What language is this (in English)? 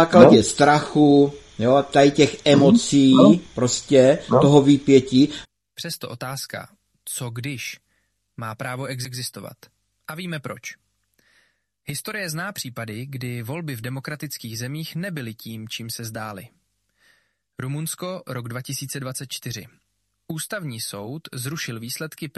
Czech